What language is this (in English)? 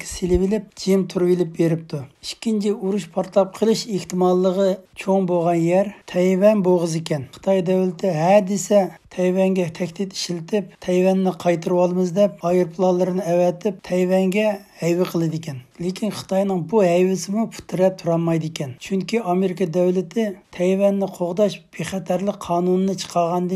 Uyghur